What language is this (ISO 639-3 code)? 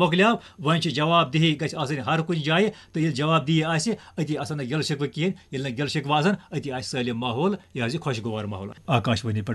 kas